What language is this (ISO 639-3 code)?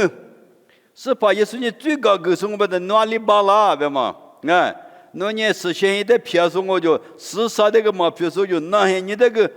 lis